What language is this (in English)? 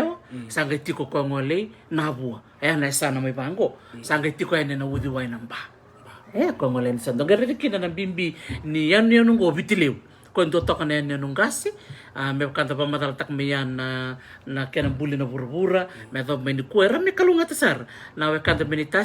Fijian